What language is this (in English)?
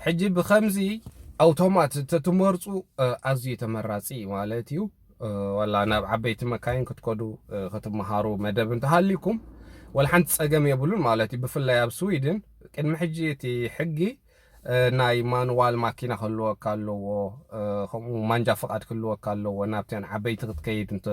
Tigrinya